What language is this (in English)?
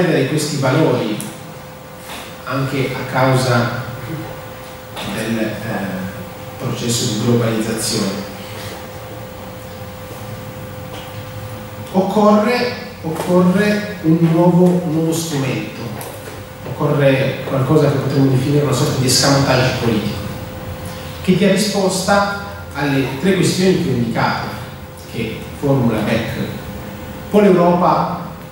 Italian